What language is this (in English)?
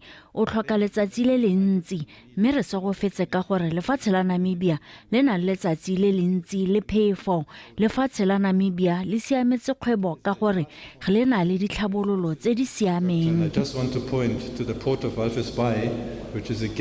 Tswana